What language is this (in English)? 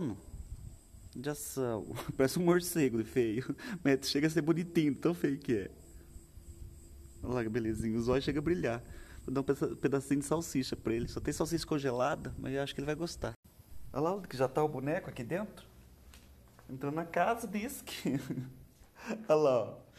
Portuguese